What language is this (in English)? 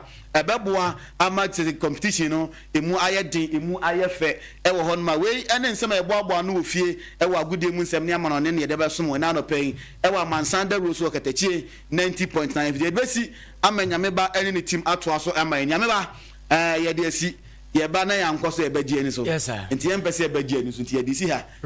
Akan